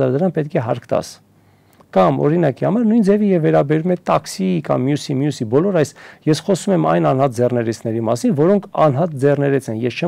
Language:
Armenian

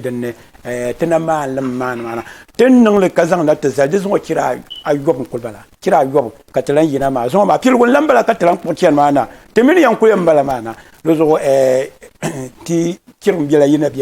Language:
Dagbani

